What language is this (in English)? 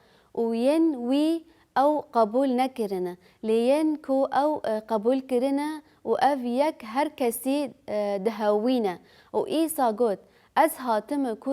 Kurdish